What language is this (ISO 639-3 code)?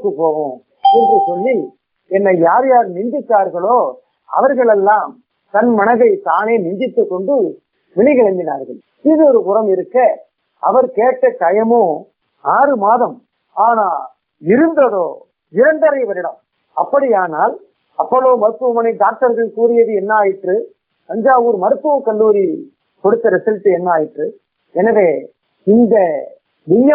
tam